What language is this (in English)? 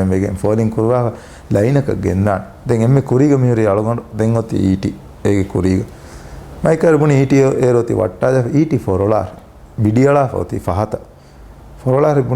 Divehi